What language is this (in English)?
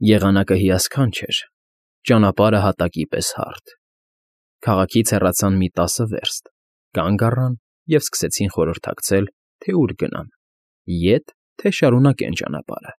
Armenian